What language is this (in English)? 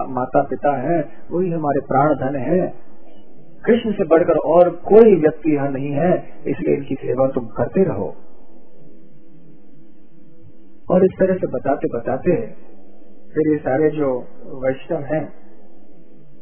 Hindi